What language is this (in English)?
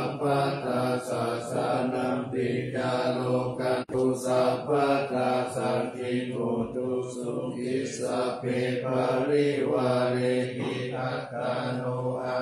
Pali